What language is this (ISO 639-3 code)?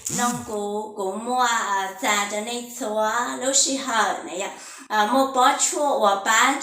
hmn